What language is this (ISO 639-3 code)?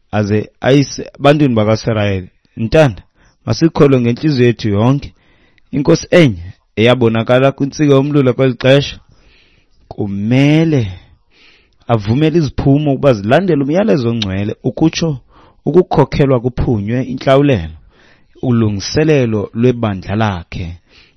xho